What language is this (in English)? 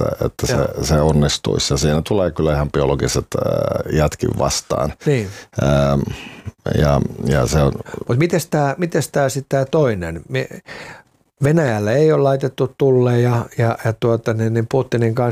Finnish